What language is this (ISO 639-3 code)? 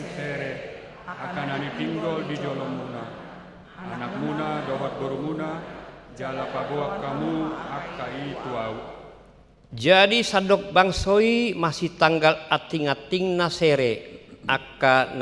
bbc